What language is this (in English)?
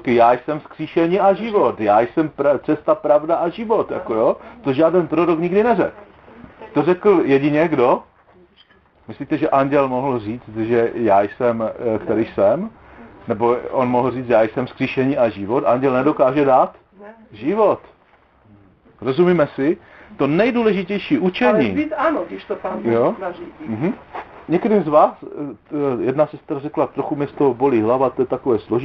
Czech